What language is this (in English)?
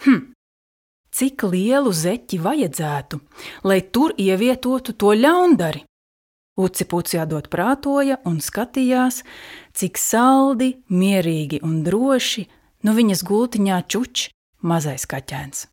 Latvian